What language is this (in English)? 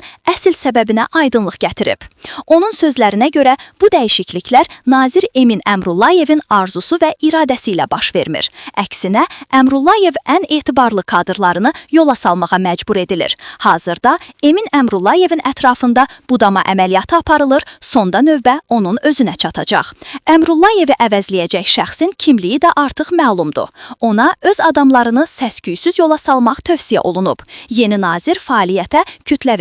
Azerbaijani